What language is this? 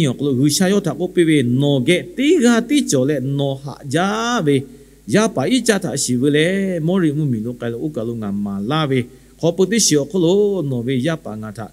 Lahu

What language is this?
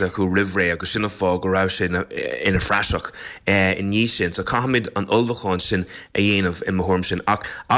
Irish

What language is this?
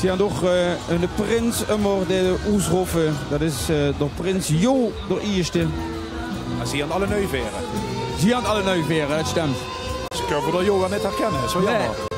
Limburgish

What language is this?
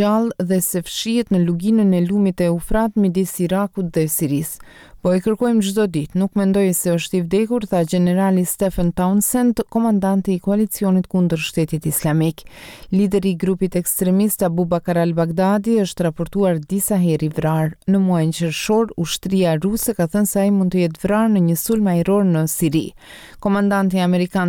Albanian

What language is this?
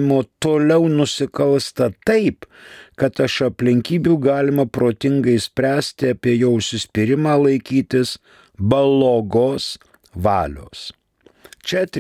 Lithuanian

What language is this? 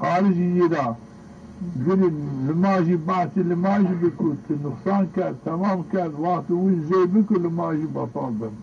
Zaza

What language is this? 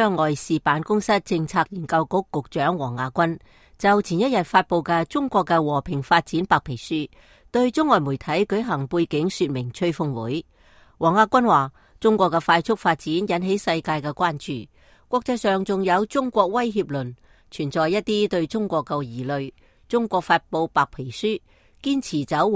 Cantonese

